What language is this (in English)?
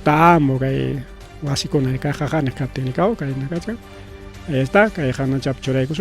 Ayacucho Quechua